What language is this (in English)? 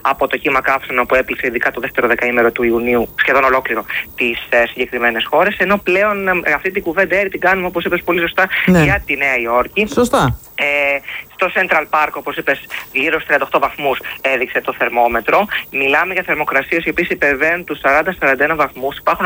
Greek